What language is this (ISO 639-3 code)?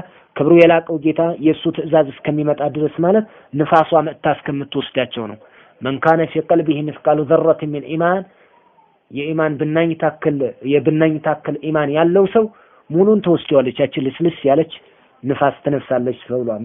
amh